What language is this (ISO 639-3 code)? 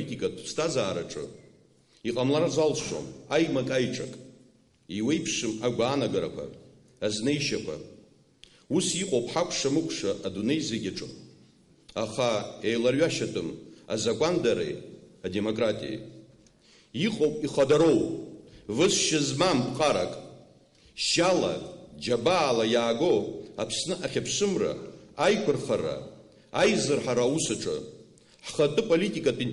abk